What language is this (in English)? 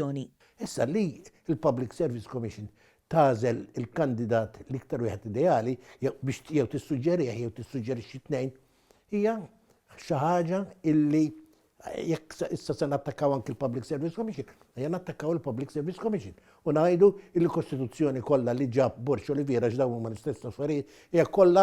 Maltese